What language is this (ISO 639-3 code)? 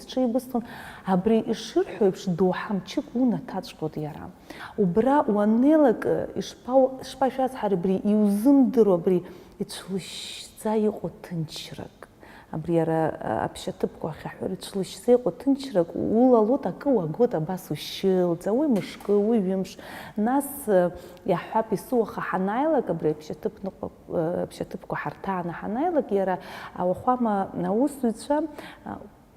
abk